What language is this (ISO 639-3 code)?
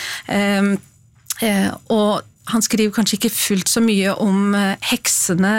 nor